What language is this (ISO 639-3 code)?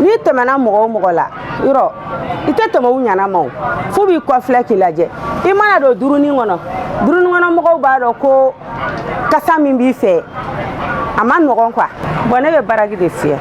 bam